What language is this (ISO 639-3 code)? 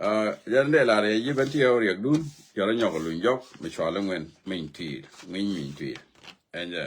nus